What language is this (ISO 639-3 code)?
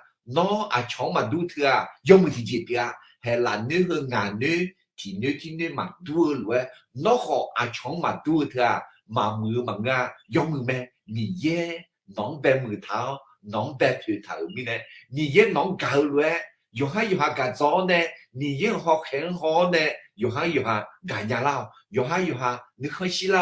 ahk